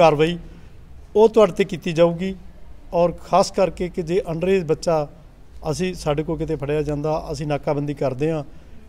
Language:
Punjabi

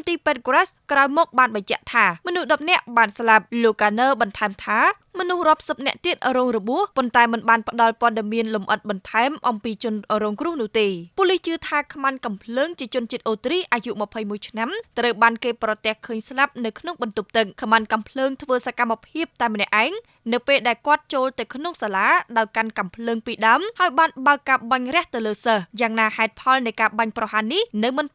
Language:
Khmer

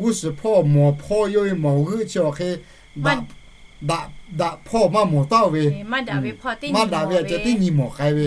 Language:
Lahu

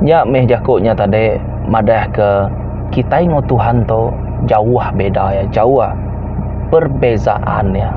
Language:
Iban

